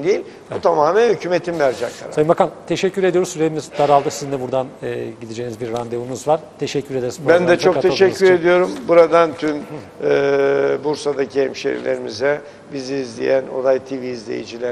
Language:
Turkish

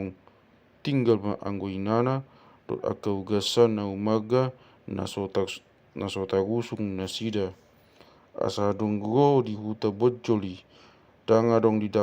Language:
Batak Toba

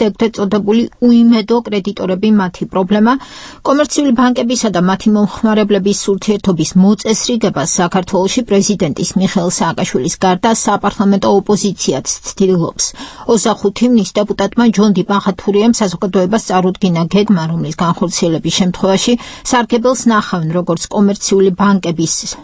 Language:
Georgian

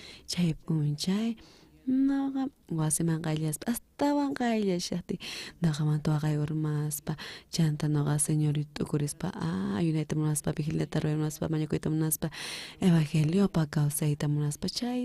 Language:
South Bolivian Quechua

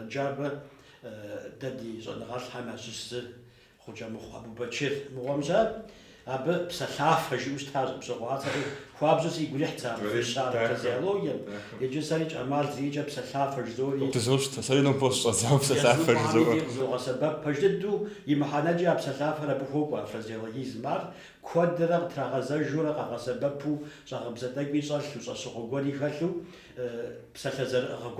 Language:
Kabardian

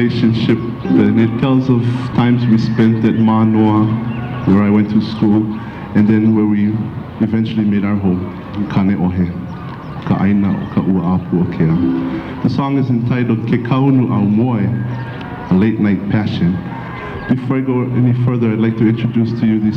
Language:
Hawaiian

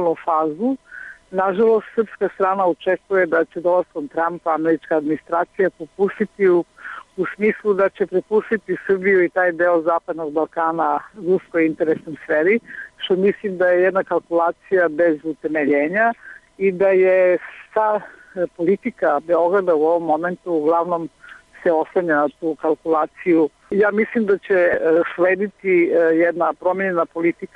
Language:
Croatian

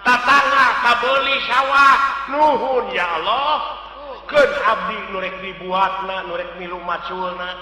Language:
Sundanese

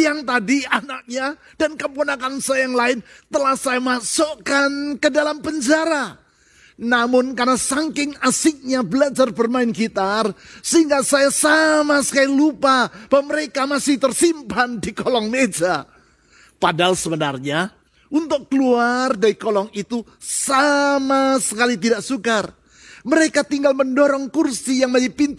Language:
Indonesian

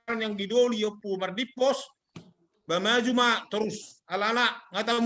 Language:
Batak Toba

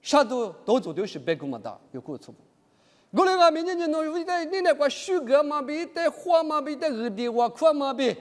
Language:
Lisu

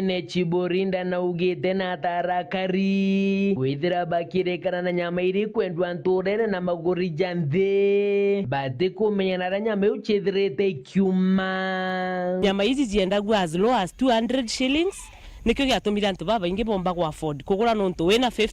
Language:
Meru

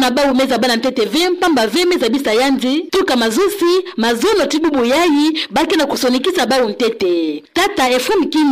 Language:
Kituba (Democratic Republic of Congo)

